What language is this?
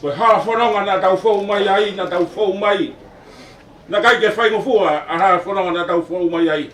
Tongan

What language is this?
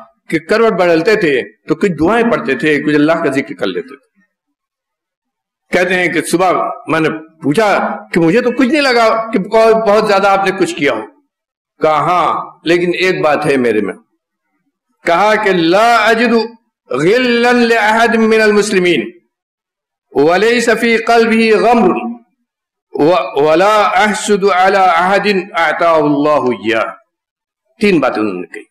Urdu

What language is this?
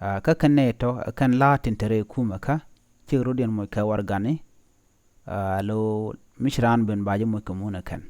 Nuer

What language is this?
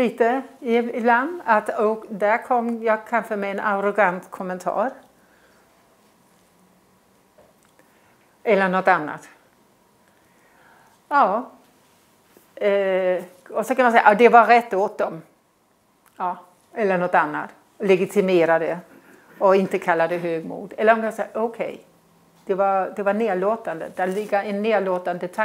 Swedish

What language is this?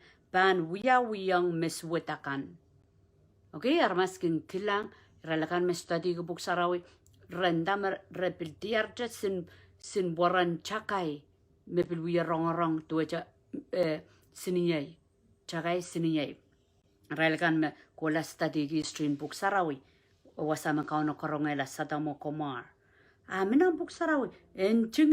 Pohnpeian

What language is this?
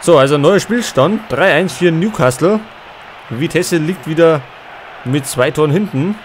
Bavarian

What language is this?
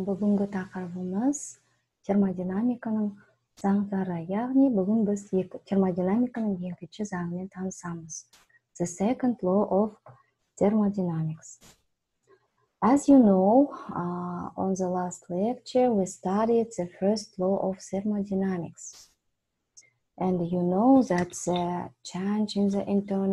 Kazakh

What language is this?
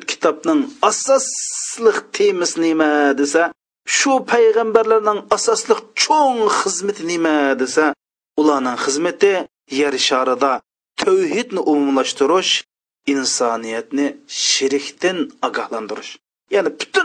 Uyghur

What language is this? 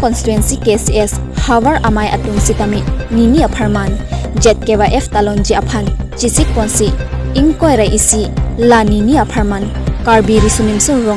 Karbi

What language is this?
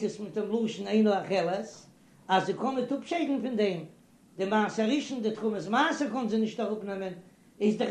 Yiddish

